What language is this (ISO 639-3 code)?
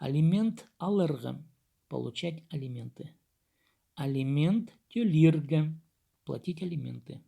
kjh